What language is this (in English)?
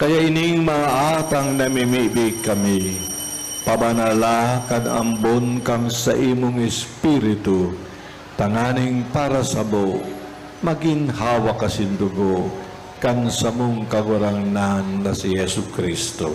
Bikol